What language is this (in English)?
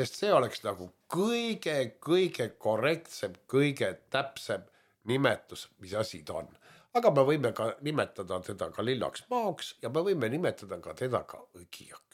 Estonian